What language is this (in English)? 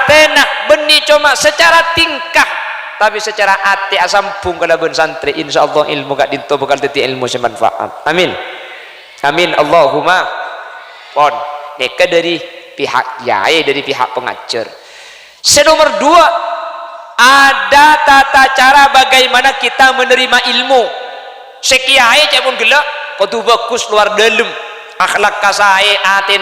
Madurese